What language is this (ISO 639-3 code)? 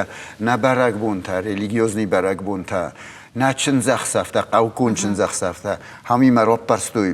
oss